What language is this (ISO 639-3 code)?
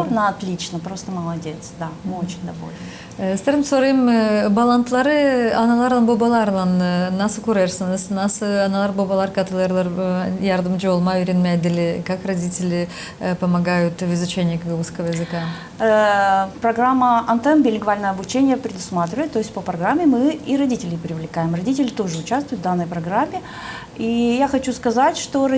gag